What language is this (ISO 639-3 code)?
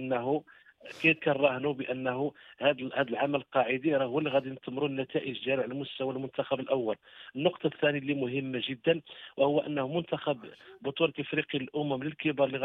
ary